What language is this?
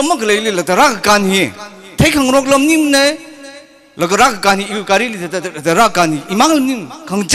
Tangkhul Naga (India)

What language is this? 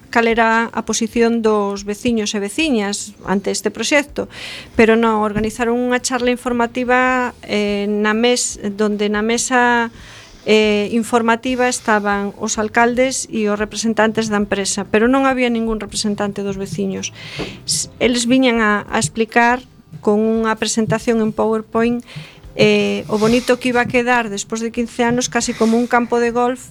Galician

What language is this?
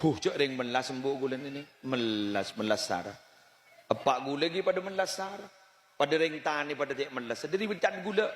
Madurese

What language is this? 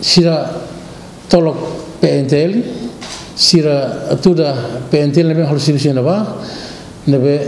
Tetum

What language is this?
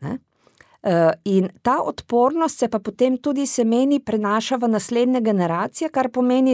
Slovenian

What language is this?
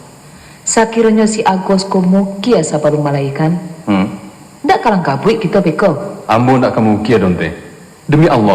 Minangkabau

